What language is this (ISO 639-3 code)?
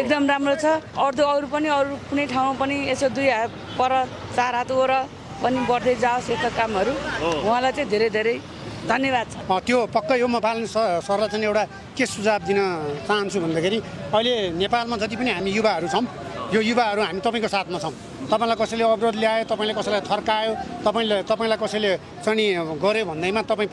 nep